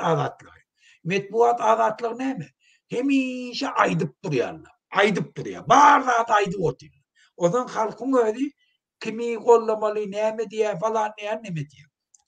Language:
Turkmen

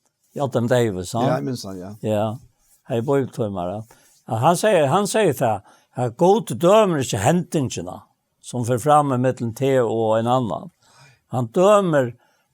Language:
Faroese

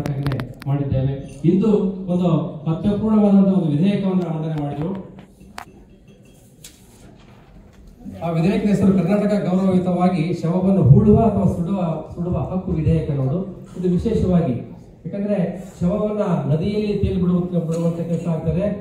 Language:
Kannada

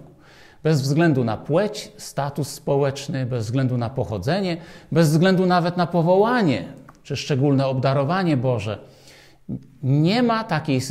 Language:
Polish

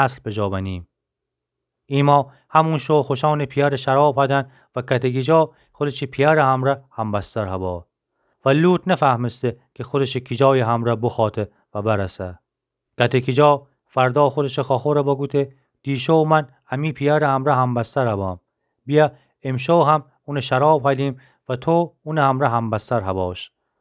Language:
Gilaki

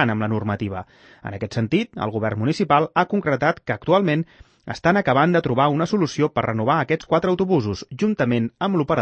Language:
Catalan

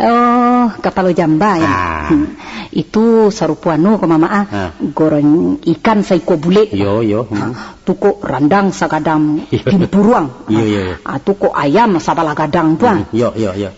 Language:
Minangkabau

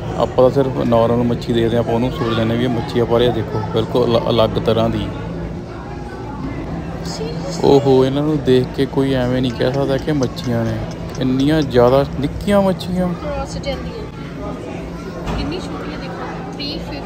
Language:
Punjabi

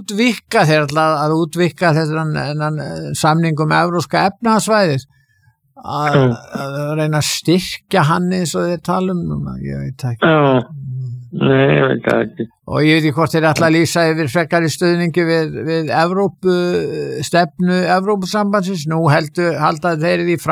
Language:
Icelandic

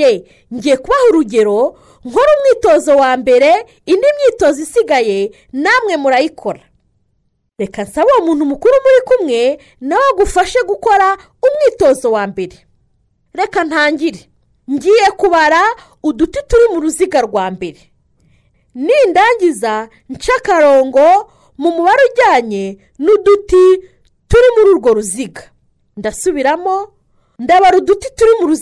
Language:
Kinyarwanda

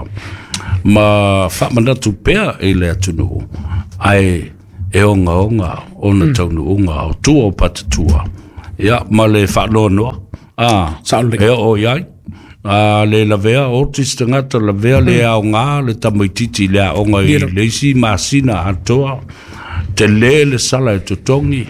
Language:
Samoan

